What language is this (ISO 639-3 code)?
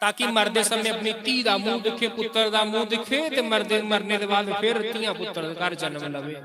doi